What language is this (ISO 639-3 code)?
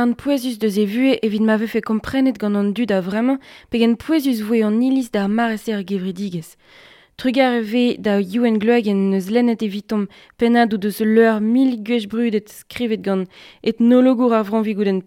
bre